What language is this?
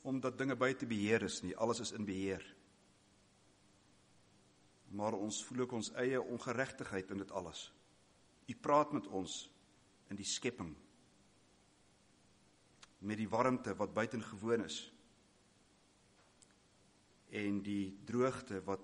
Afrikaans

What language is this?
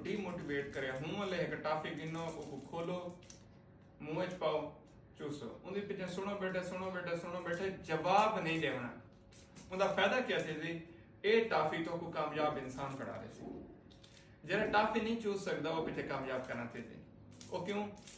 Saraiki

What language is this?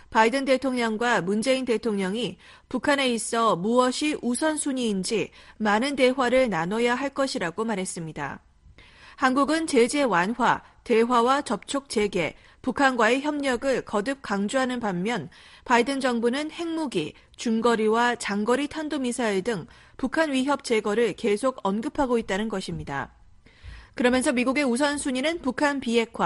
Korean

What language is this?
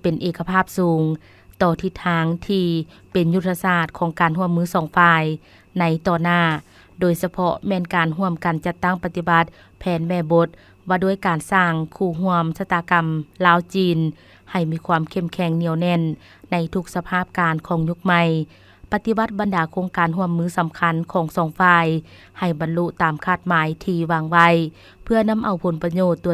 Lao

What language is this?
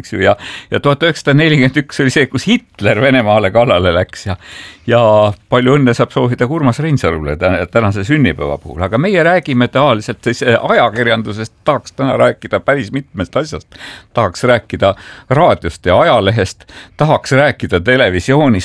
Estonian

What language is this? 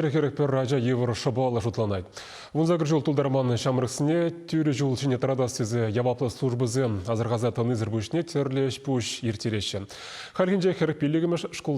Chuvash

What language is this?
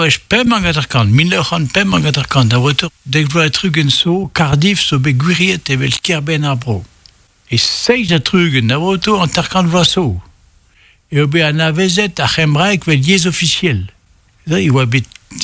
Breton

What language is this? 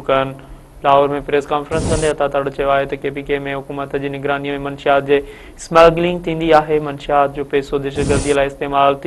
Sindhi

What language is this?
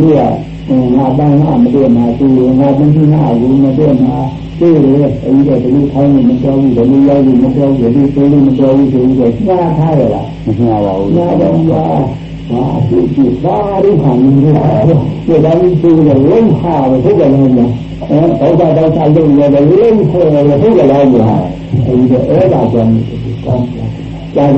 Burmese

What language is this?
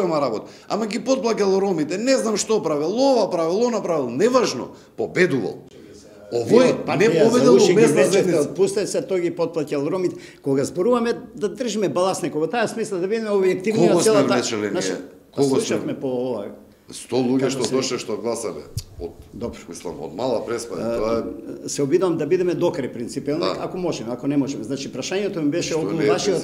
Macedonian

